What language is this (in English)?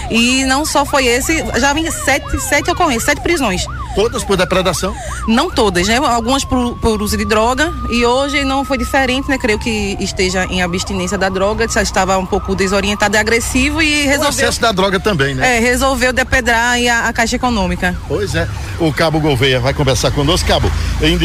Portuguese